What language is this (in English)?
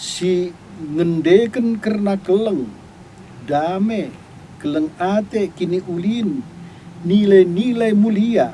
Batak Karo